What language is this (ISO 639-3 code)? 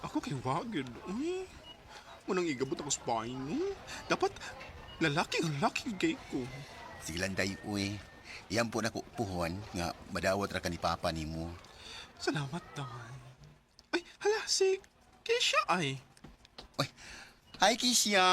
ceb